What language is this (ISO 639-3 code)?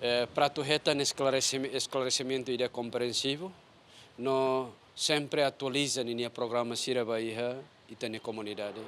tet